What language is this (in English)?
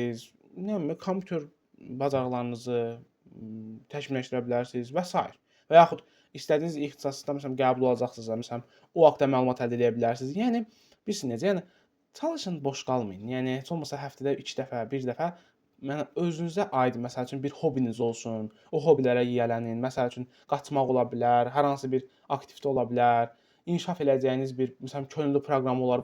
Azerbaijani